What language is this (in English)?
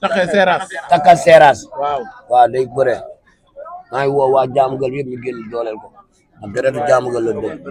Wolof